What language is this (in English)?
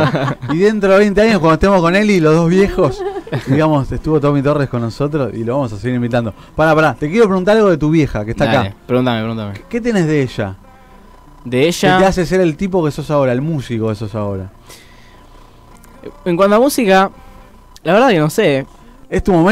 Spanish